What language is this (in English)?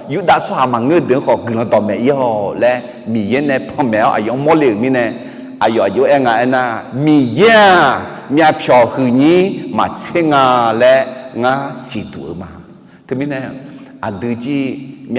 Akha